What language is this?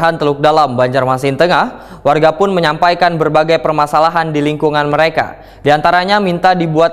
Banjar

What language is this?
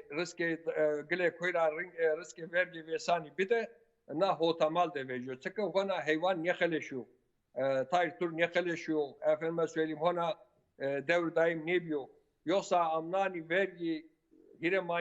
Zaza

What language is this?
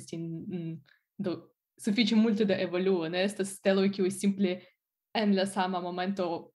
Esperanto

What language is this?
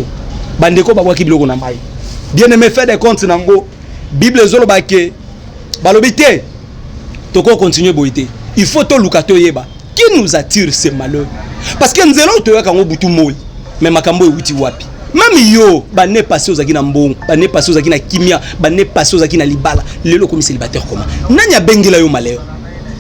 Lingala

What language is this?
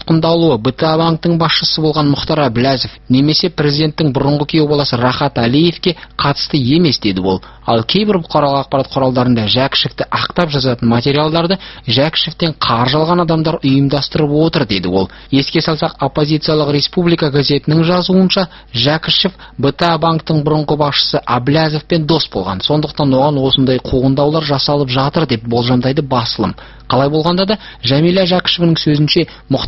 Kazakh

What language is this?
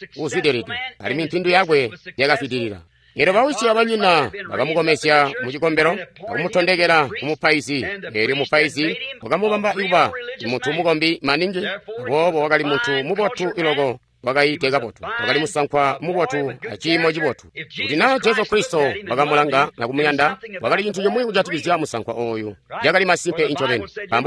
Tonga (Zambia)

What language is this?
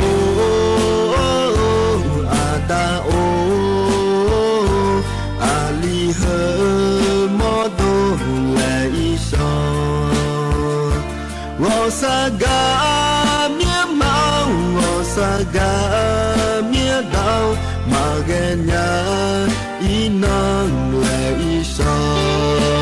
Akha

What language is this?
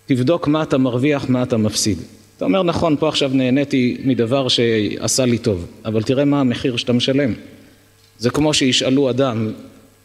Hebrew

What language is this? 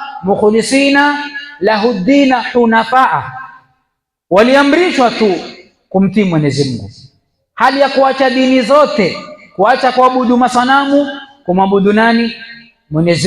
Swahili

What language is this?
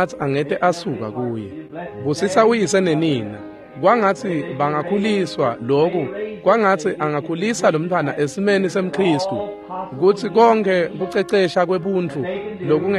Swati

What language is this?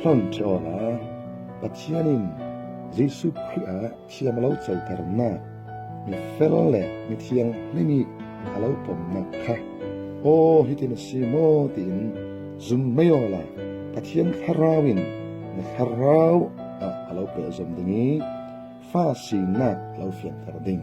Falam Chin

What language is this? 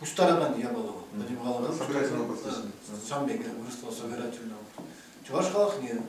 Chuvash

